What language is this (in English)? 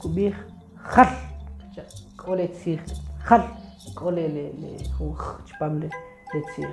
Kʼicheʼ